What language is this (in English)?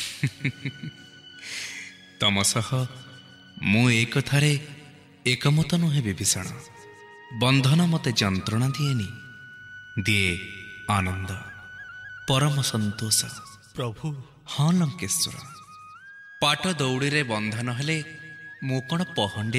Odia